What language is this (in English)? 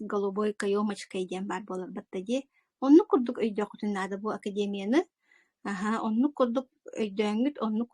Yakut